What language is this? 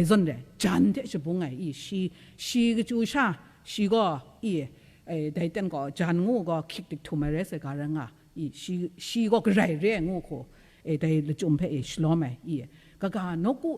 Kachin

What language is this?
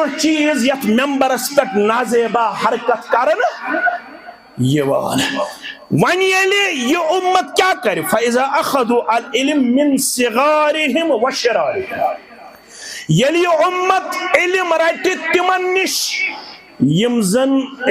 Kashmiri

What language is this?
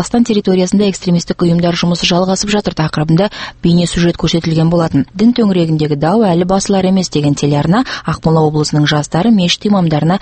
Kazakh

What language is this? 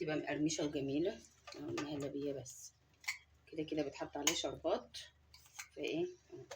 Egyptian Arabic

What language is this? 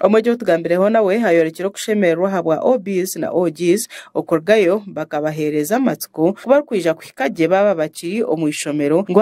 Nyankole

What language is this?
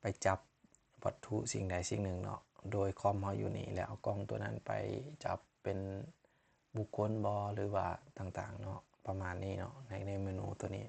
Lao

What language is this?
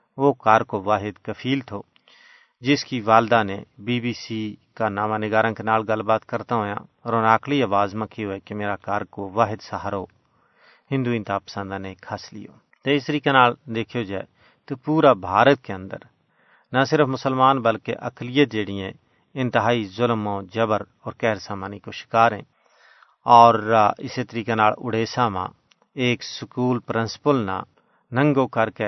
Gujari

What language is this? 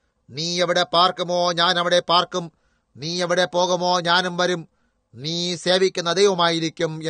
Malayalam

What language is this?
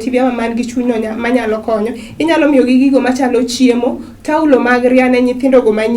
Luo (Kenya and Tanzania)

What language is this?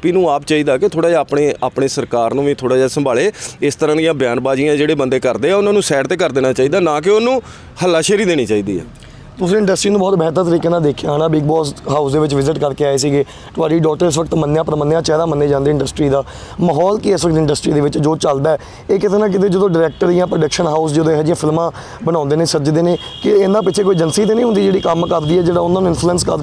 Punjabi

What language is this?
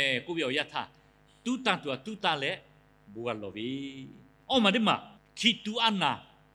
Lahu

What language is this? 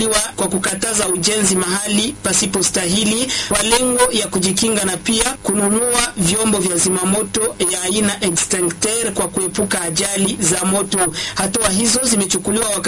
Swahili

